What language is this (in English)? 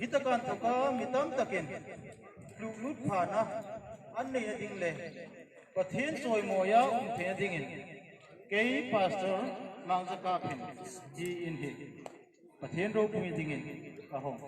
Hmar